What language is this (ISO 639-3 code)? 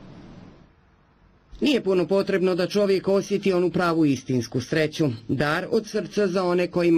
bos